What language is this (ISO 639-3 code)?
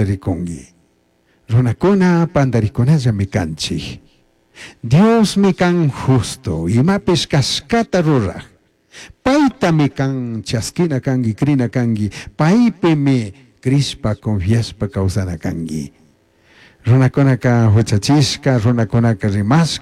qug